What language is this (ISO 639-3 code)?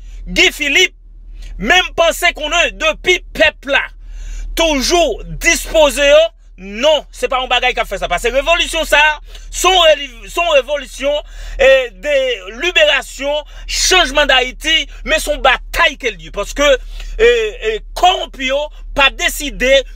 hat